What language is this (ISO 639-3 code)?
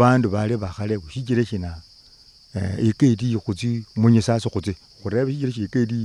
luy